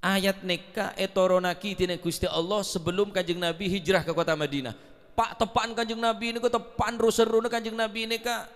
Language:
Madurese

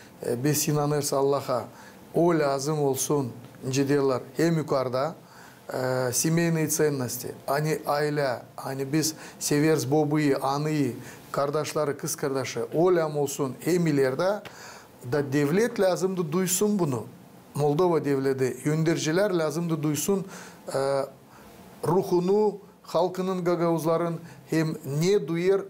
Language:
Gagauz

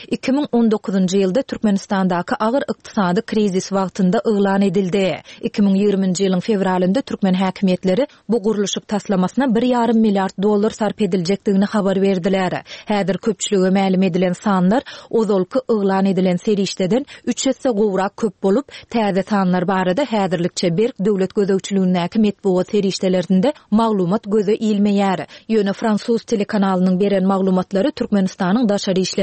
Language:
Turkmen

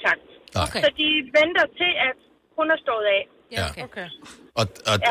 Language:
Danish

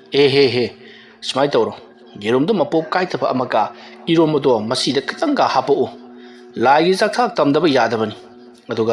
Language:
Manipuri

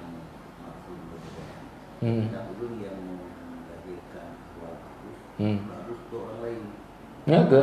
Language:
Achinese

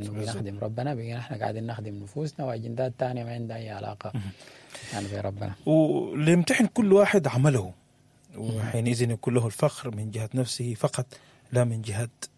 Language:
Sudanese Arabic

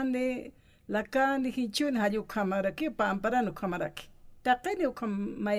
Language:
Aymara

